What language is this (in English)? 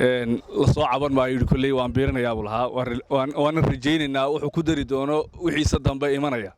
Somali